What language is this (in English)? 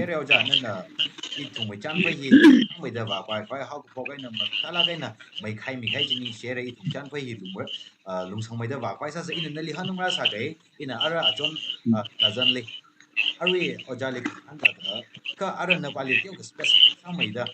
Tangkhul Naga (India)